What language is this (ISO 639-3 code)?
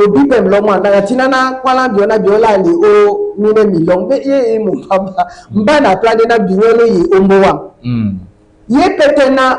dua